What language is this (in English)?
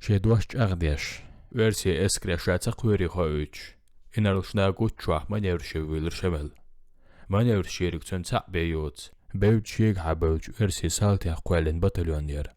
Chechen